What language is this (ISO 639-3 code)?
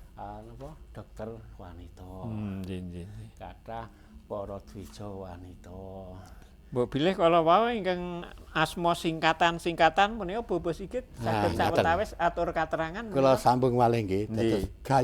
jav